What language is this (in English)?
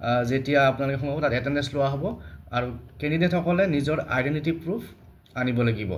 Assamese